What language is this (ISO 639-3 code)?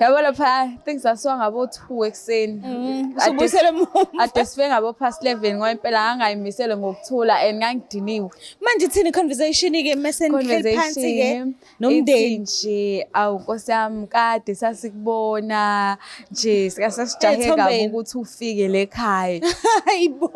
zul